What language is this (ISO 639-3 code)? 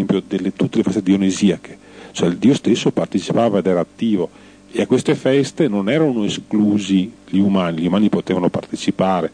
ita